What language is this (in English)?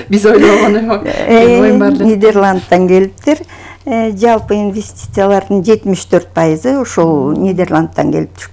Kyrgyz